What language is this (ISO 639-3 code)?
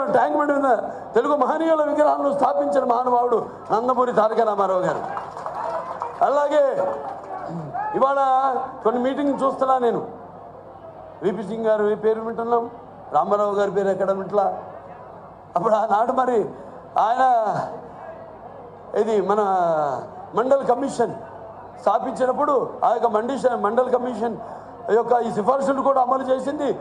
tel